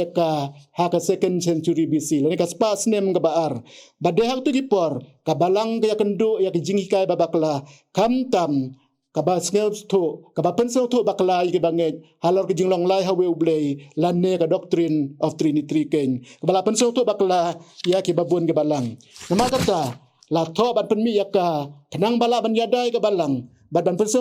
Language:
Khasi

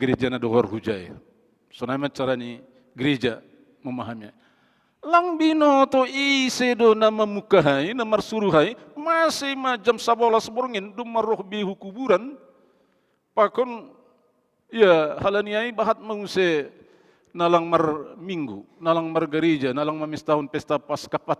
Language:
Batak Simalungun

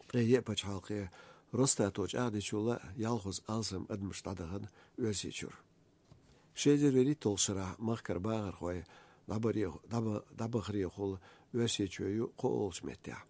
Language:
Chechen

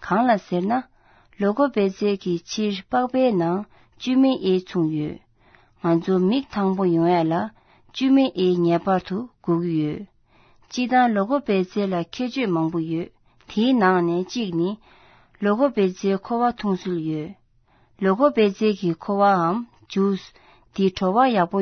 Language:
Tibetan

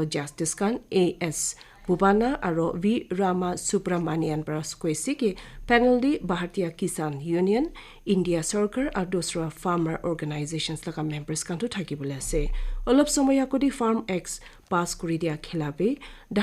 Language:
Naga Pidgin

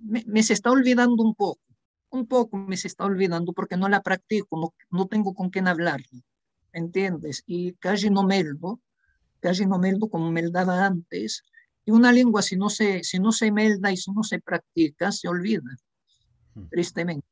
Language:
Ladino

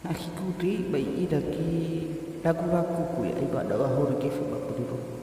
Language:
Nias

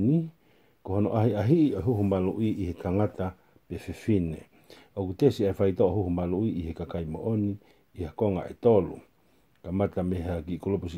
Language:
Tongan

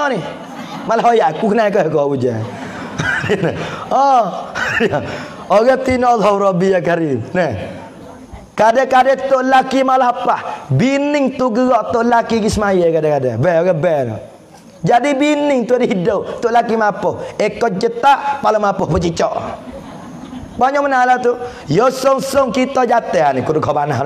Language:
Pattani Malay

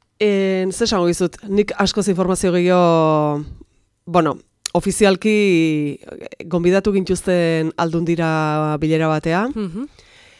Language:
Basque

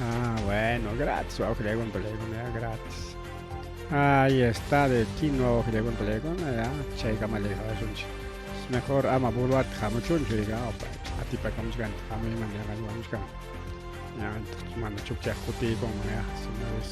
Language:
Ayacucho Quechua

